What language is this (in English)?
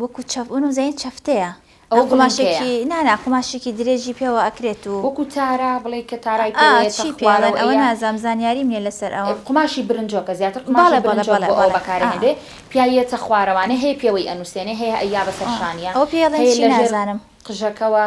Central Kurdish